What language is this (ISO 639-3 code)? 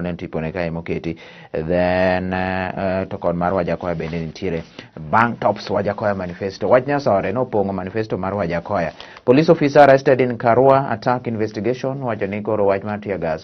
luo